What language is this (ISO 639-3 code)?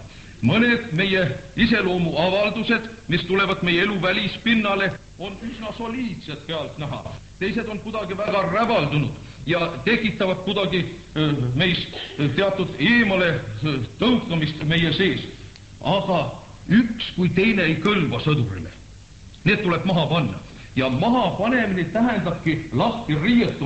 est